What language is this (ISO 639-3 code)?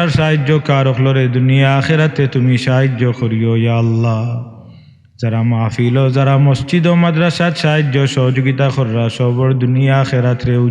syl